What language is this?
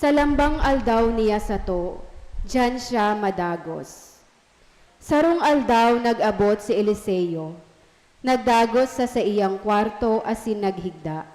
Bikol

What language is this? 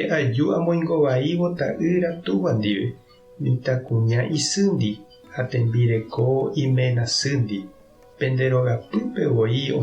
Guarani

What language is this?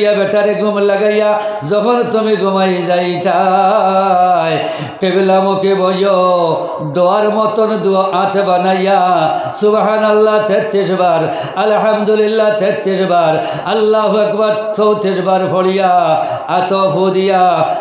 Sylheti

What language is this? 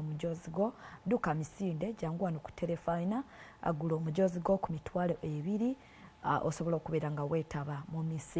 Ganda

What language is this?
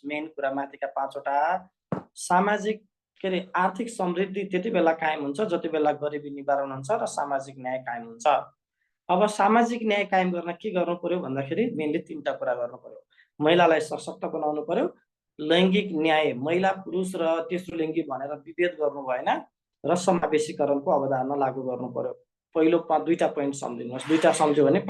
Nepali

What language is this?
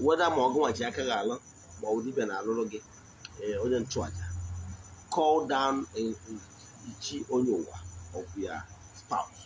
Igbo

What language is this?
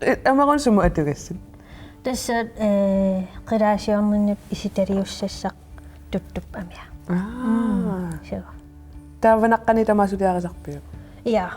Kalaallisut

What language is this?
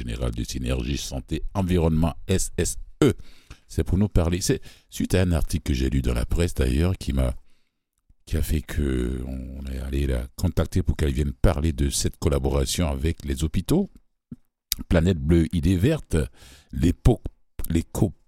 French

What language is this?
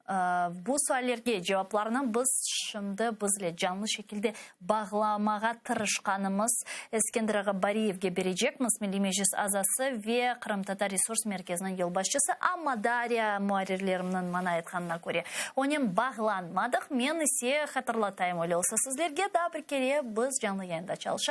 Crimean Tatar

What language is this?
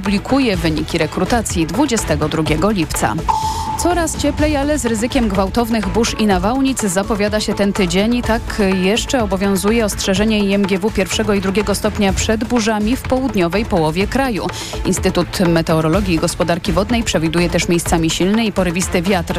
Polish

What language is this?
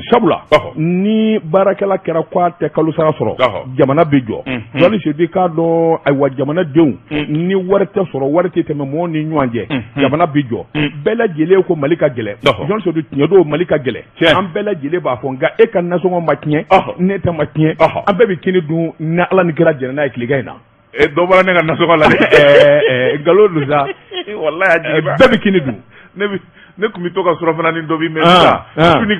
Bambara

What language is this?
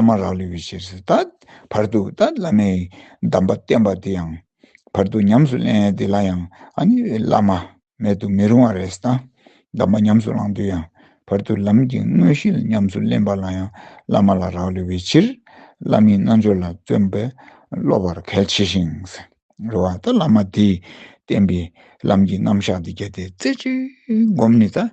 Tibetan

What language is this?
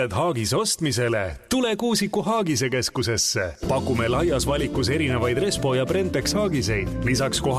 Estonian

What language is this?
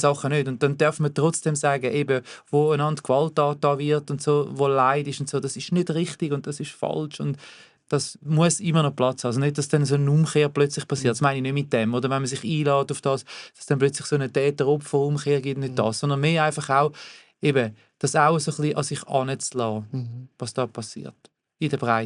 Swiss German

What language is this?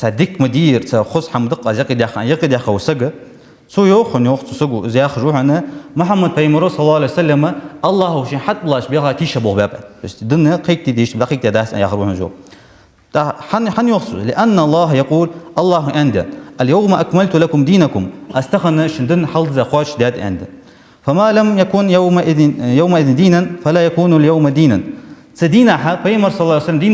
Ingush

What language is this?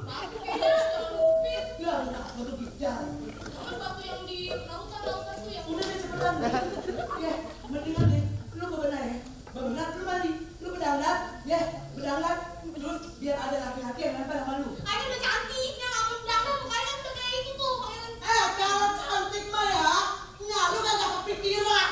Betawi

